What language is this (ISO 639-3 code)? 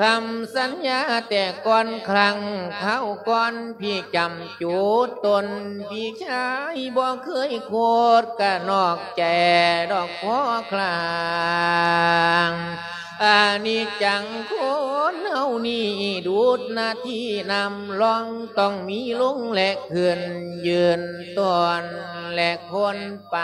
lao